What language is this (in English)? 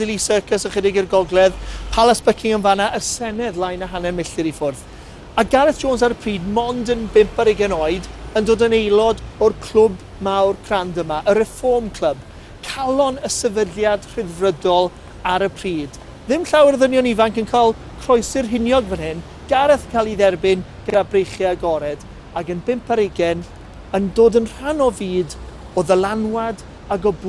Welsh